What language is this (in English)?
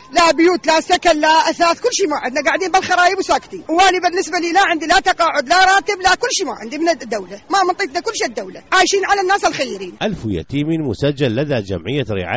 Mesopotamian Arabic